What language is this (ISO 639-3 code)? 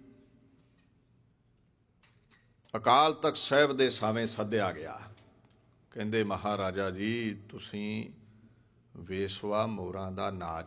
pan